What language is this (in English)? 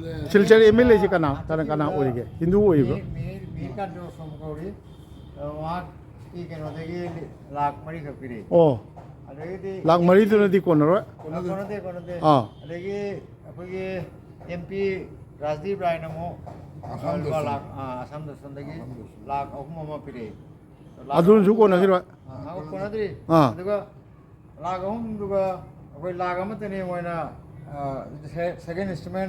Manipuri